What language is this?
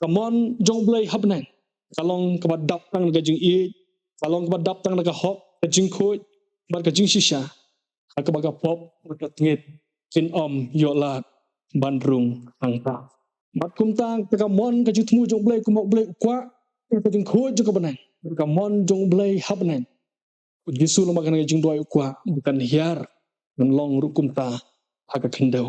Khasi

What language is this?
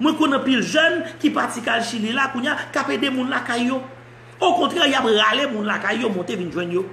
Haitian Creole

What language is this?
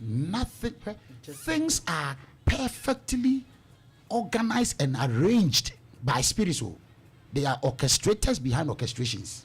Akan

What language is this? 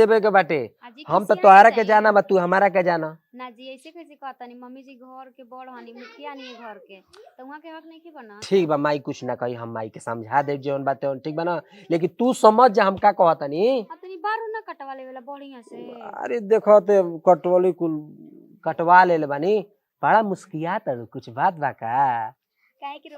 Bhojpuri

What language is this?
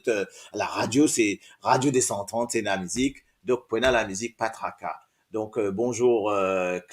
Morisyen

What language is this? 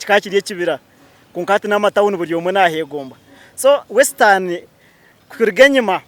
Nyankole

